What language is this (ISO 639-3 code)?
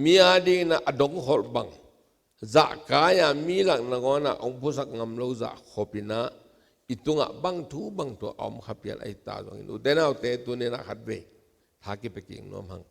ctd